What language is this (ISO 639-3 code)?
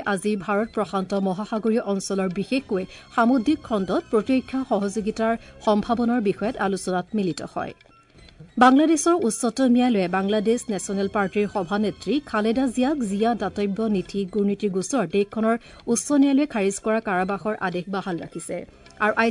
asm